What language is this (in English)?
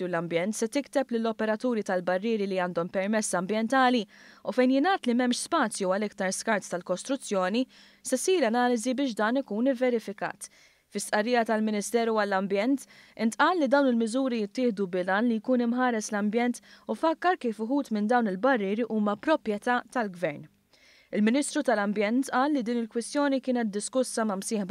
Maltese